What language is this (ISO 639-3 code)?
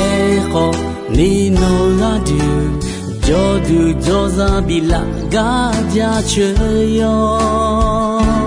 ahk